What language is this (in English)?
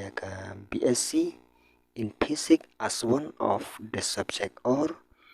Khasi